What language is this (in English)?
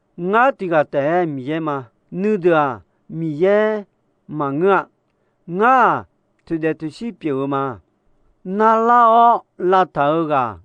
Akha